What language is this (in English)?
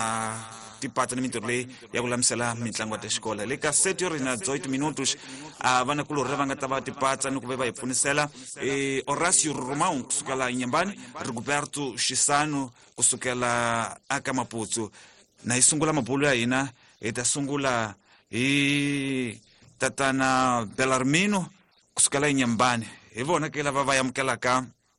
Tsonga